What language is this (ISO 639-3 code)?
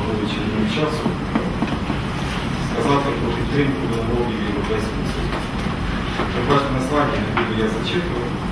ukr